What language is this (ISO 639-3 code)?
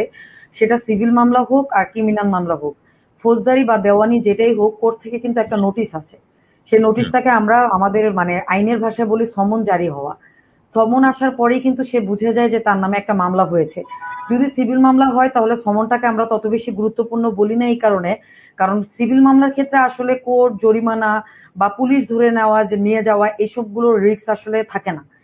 ben